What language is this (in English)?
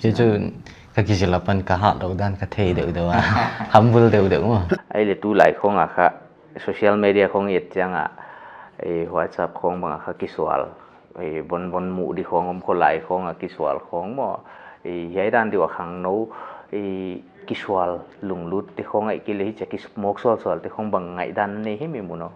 Paite Chin